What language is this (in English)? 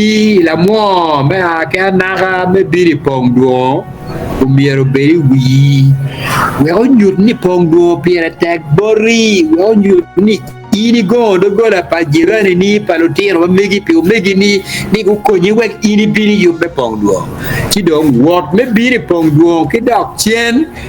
Acoli